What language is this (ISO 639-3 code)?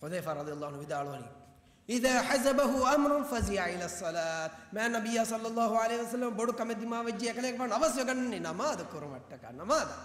div